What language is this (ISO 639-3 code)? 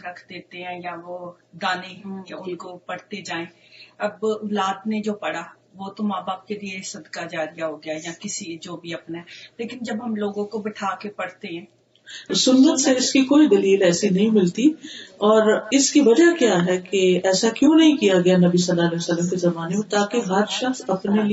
urd